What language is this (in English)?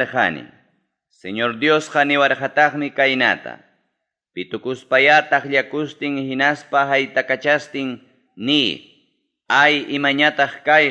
Ayacucho Quechua